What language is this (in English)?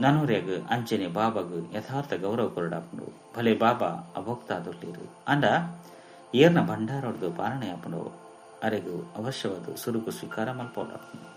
Tulu